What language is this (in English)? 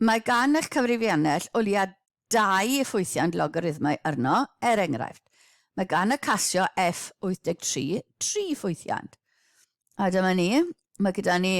Welsh